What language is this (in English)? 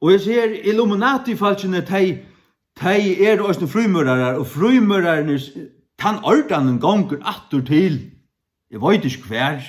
Faroese